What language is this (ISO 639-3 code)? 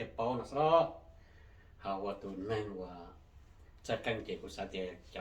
hmn